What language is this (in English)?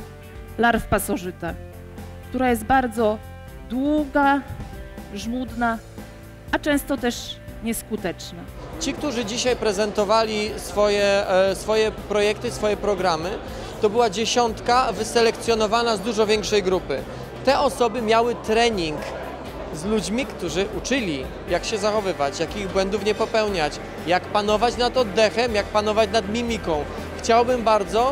Polish